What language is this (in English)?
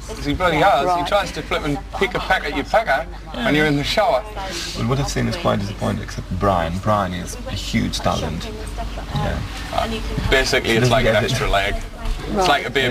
English